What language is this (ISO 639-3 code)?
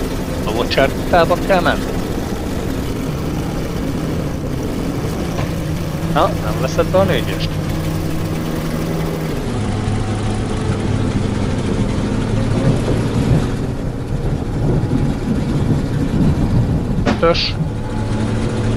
hun